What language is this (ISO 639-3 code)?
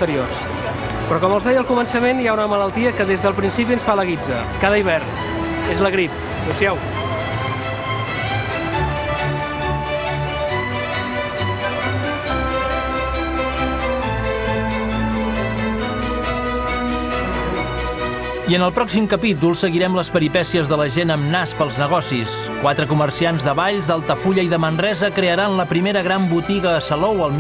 cat